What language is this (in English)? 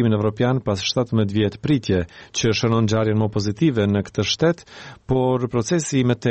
Albanian